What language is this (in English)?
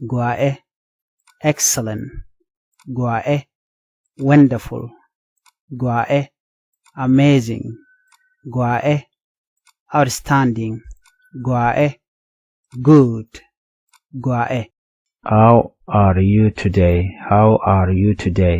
Nuer